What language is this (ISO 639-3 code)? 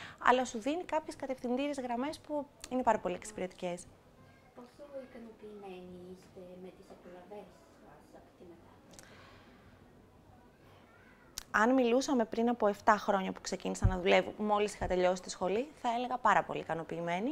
ell